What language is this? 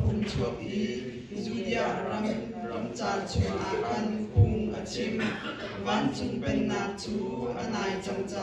Hakha Chin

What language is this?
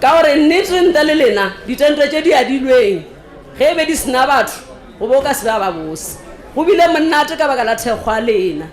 Northern Sotho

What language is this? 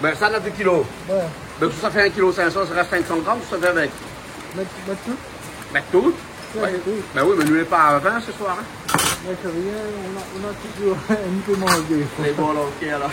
Réunion Creole French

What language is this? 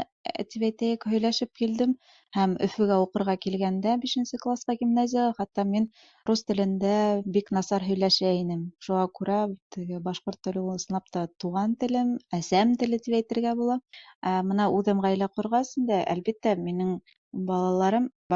Bashkir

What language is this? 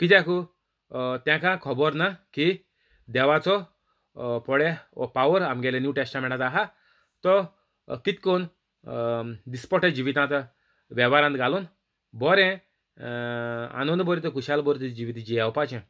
Konkani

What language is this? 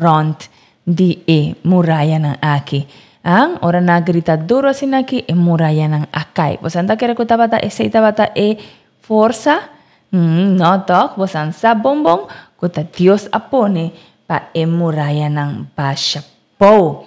Papiamento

